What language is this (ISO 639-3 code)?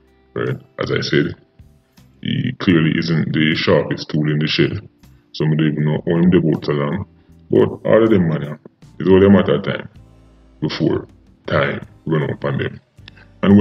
jam